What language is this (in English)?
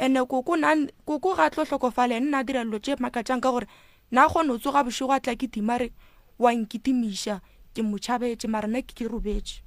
Northern Sotho